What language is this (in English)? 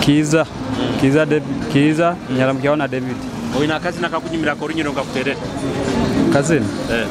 Nyoro